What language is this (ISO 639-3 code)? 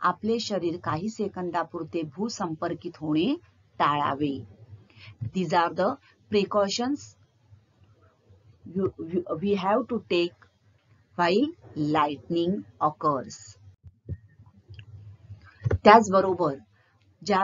mar